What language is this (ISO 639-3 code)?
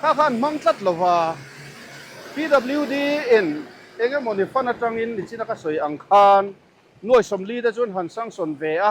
lus